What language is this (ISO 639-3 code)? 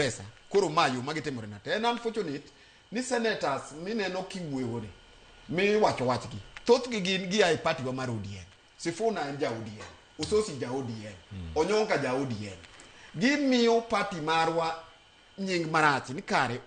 luo